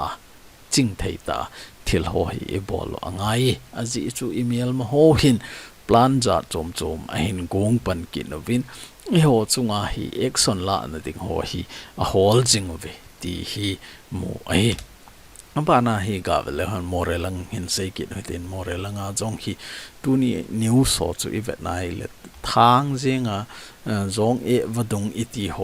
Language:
Thado Chin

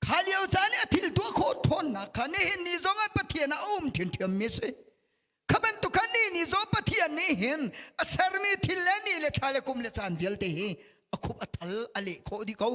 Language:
Hakha Chin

